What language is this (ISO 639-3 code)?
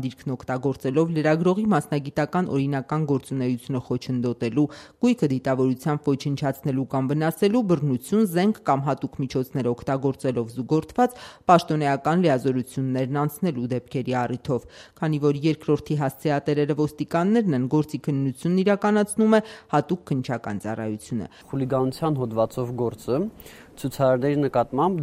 hye